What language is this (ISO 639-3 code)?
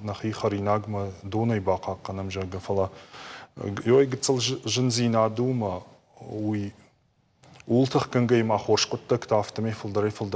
oss